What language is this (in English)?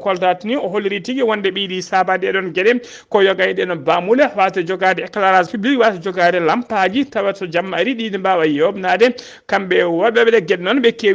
Fula